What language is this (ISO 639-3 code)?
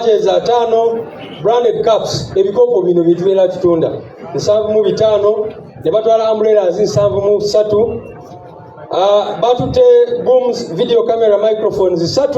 lug